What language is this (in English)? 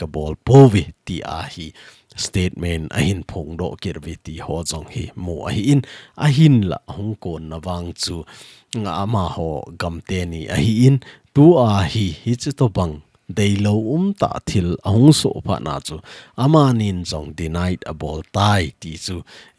Thado Chin